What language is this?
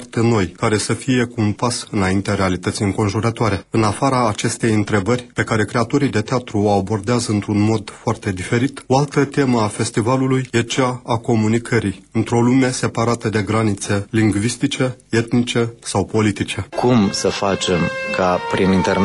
Romanian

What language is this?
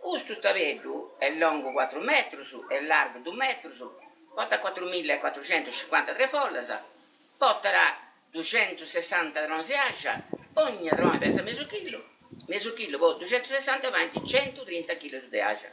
Sardinian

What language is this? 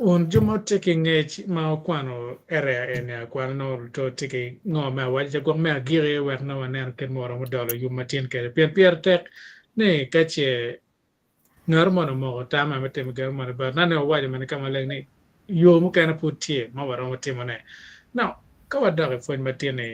Acoli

